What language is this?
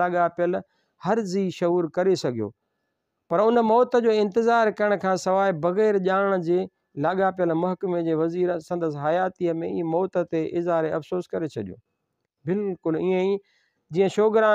Sindhi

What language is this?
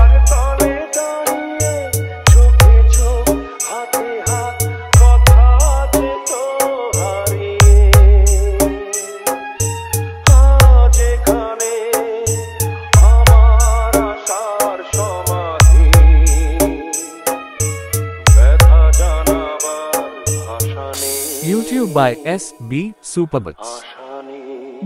Bangla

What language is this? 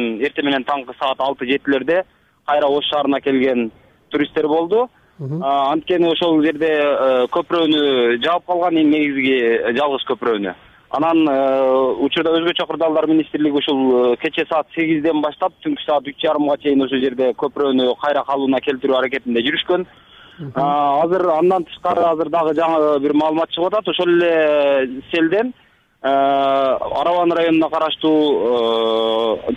Kyrgyz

